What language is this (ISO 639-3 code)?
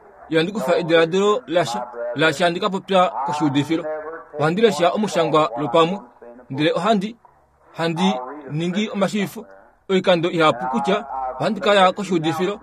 kua